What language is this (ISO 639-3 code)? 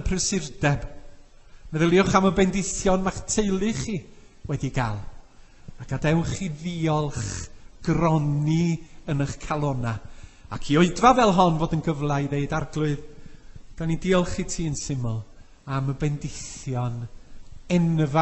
cym